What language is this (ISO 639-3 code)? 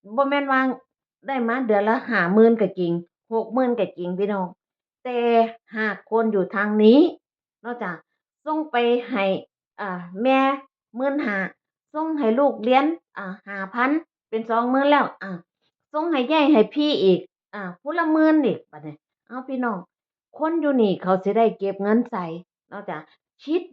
tts